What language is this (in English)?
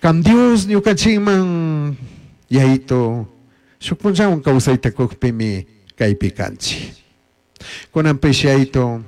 Chimborazo Highland Quichua